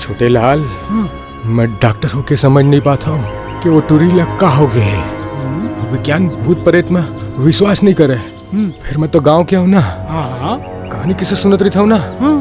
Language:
Chhattisgarhi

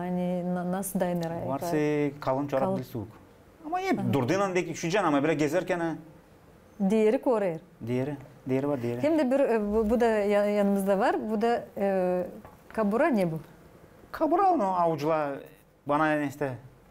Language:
Gagauz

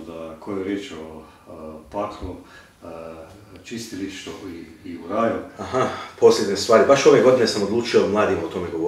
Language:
Croatian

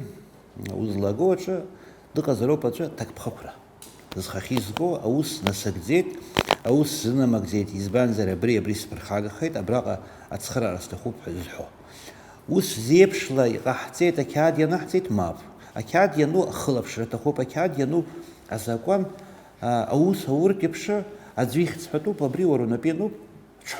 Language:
Abkhazian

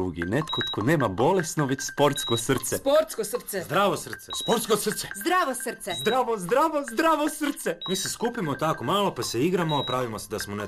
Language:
Croatian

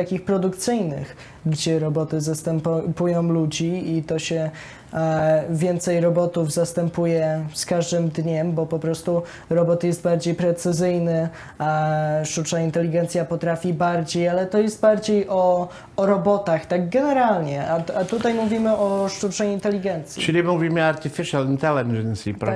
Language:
Polish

